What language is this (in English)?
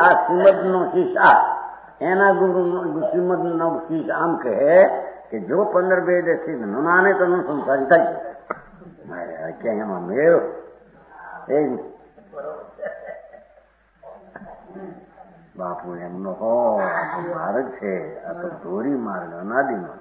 Gujarati